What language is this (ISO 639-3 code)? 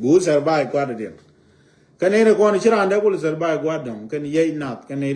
nus